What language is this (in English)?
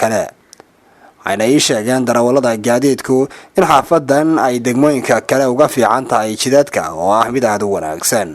Somali